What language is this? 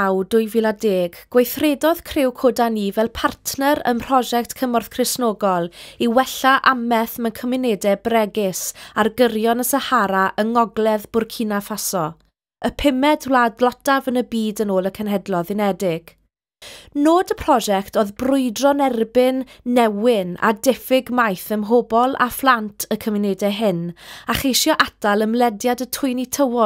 Welsh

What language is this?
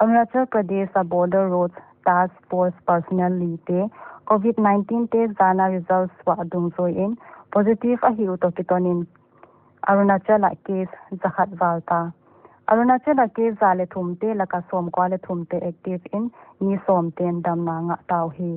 Paite Chin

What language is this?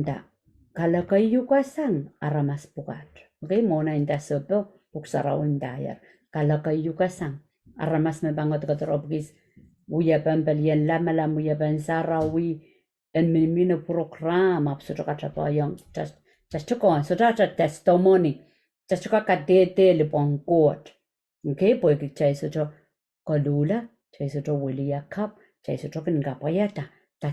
Pohnpeian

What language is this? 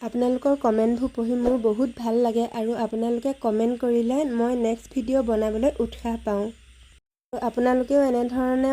Assamese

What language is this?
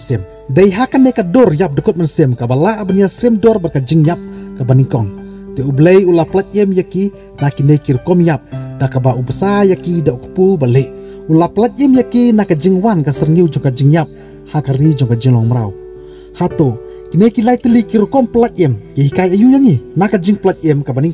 Khasi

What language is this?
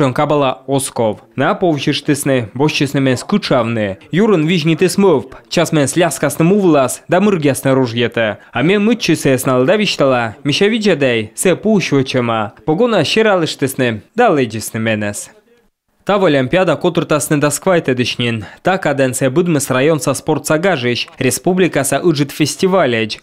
Komi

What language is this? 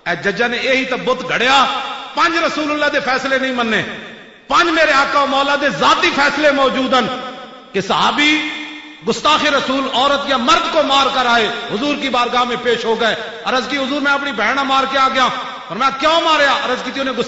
Western Panjabi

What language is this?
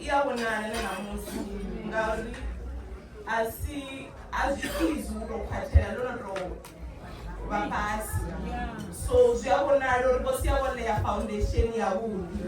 Venda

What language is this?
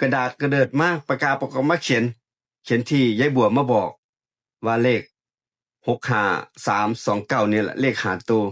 Northeastern Thai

